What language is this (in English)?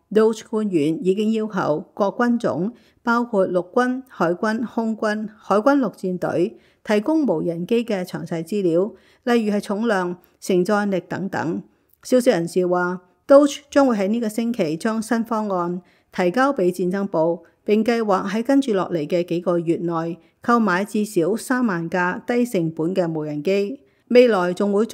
Cantonese